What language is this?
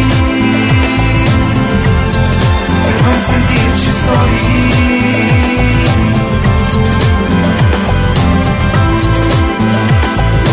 Italian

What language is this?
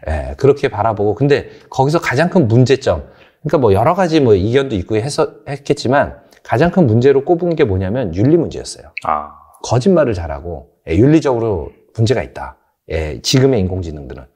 Korean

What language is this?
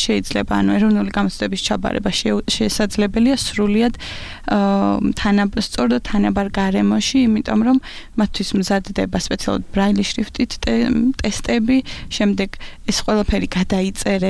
Georgian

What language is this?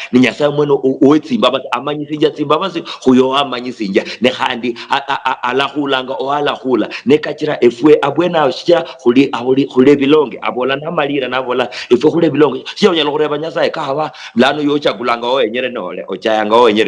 Luyia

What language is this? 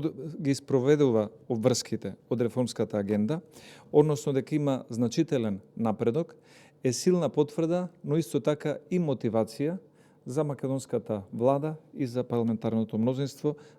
Macedonian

